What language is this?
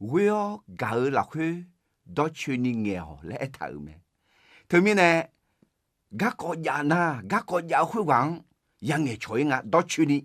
Akha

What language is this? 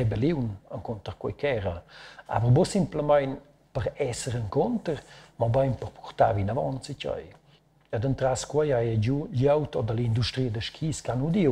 Romansh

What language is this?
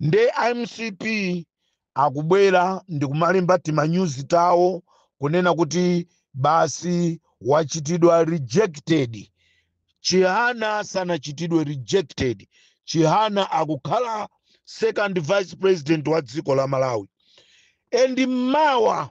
Nyanja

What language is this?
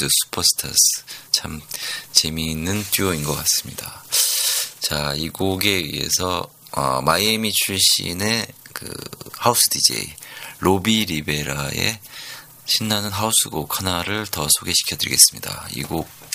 Korean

